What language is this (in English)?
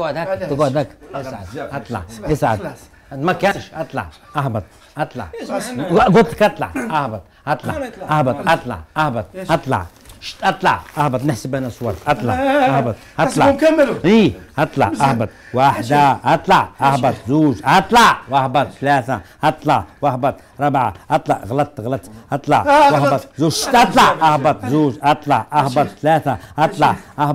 Algerian Arabic